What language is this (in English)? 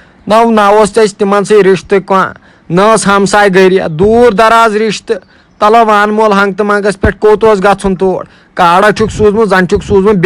Kashmiri